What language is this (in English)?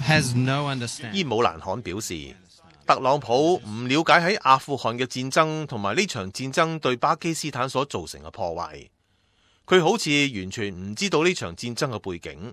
Cantonese